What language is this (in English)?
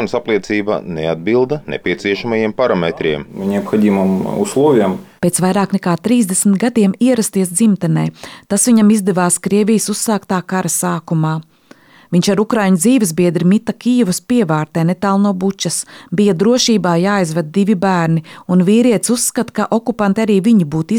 Latvian